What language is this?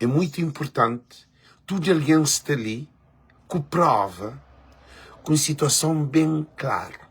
Kabuverdianu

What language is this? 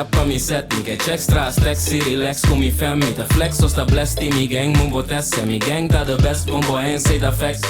Papiamento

